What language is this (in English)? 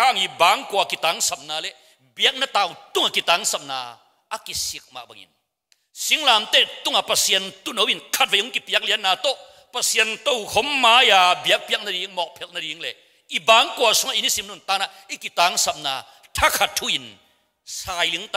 Tedim Chin